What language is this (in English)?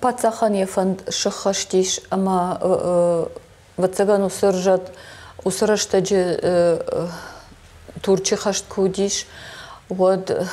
Ossetic